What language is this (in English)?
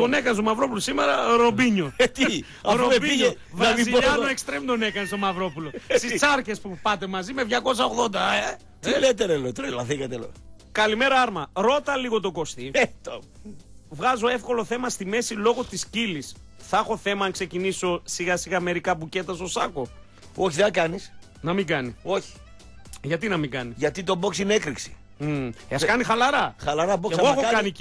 Greek